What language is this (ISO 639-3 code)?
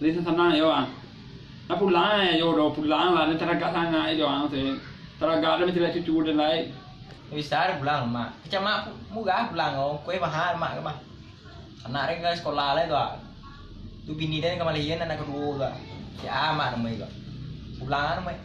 min